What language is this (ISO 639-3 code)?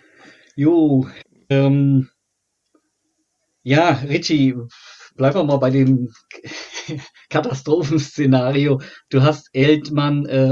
deu